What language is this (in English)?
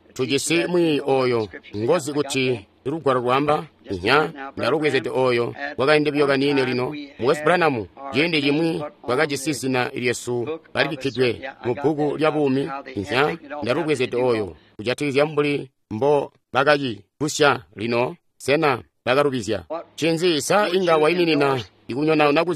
Tonga (Zambia)